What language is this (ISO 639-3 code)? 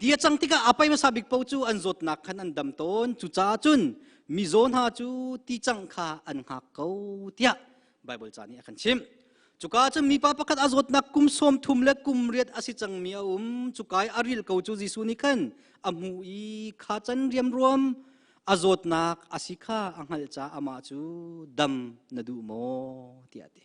cnh